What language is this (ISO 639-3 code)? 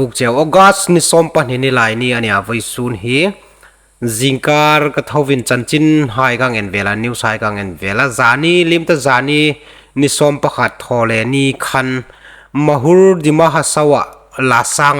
hmr